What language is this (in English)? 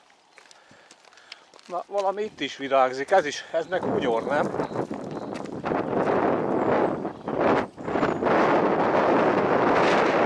Hungarian